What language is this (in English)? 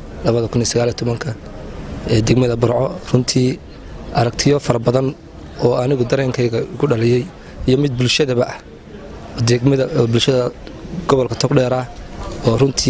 Somali